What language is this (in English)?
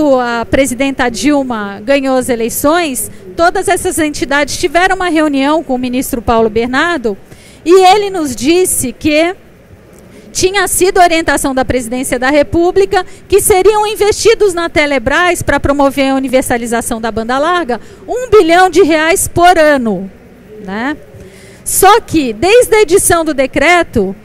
Portuguese